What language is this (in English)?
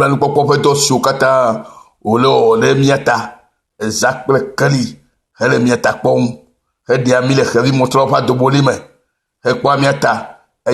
Ewe